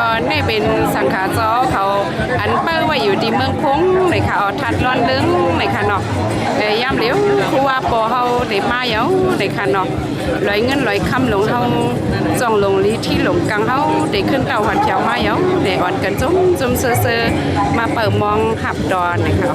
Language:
Shan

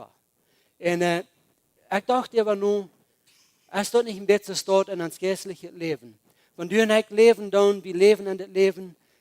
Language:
Plautdietsch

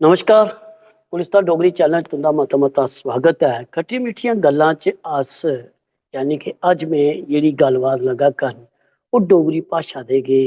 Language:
Dogri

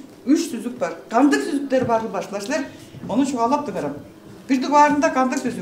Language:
Tuvinian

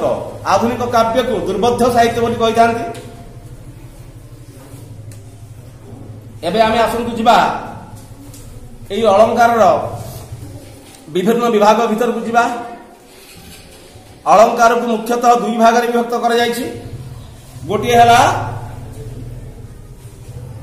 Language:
Odia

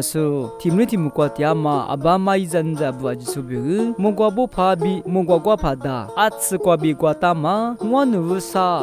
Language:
Lisu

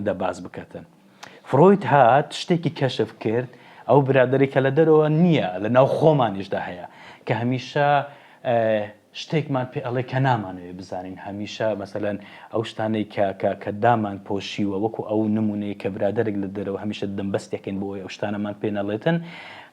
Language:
Central Kurdish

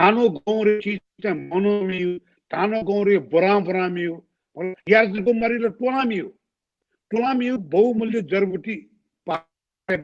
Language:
Newari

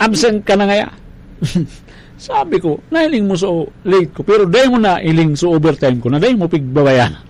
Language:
Bikol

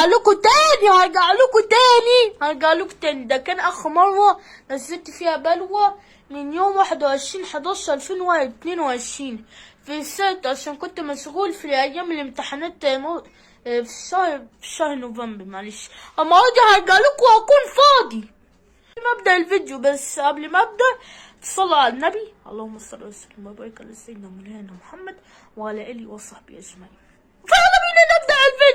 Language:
Egyptian Arabic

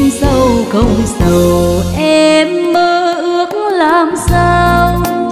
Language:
Vietnamese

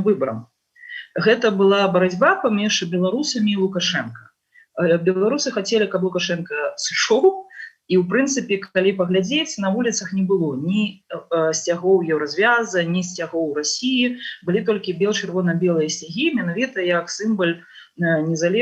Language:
Belarusian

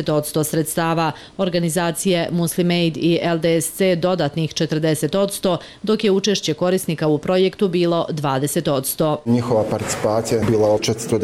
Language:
Bosnian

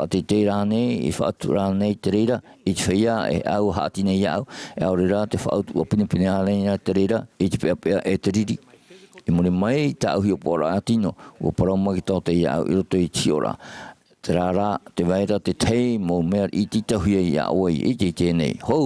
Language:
Tahitian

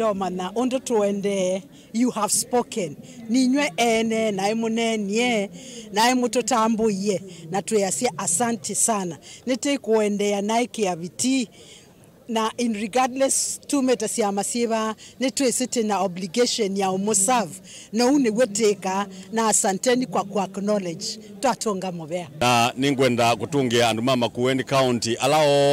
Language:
Kamba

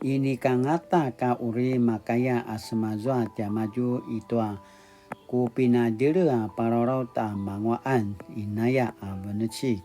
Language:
Paiwan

